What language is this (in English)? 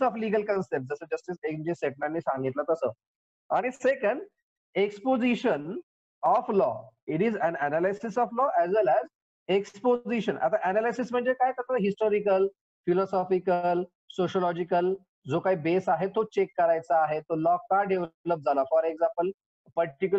Marathi